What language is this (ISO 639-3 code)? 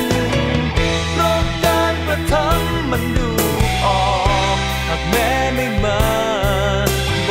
tha